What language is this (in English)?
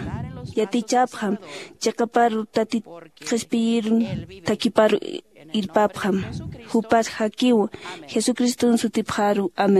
Aymara